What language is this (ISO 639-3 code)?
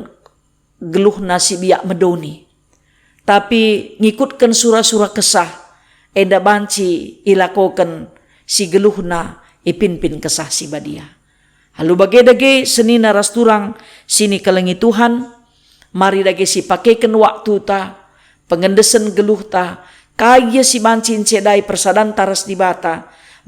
btx